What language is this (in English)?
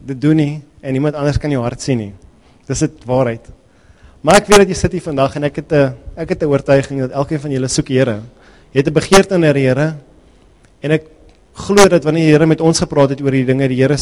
Afrikaans